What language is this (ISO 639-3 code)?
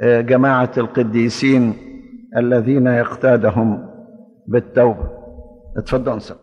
arz